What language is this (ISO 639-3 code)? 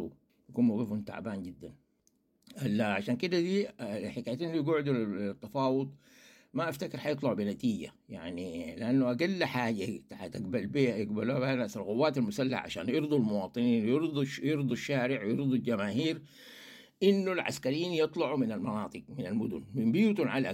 apd